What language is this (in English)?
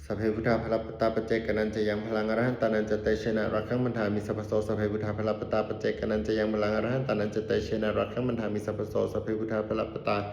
Pali